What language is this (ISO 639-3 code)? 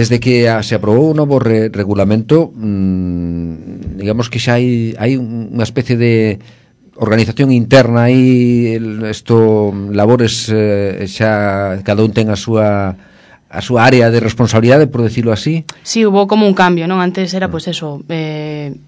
glg